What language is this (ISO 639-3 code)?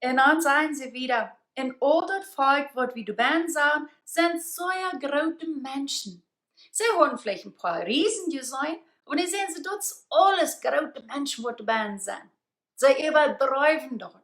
pdt